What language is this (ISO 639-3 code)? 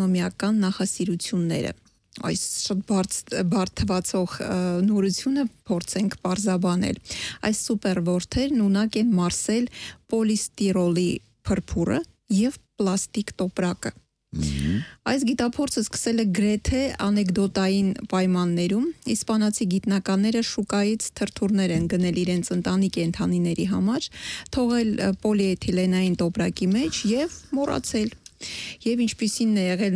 hye